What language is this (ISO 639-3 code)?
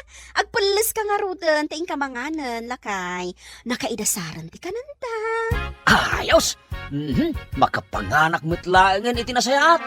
ilo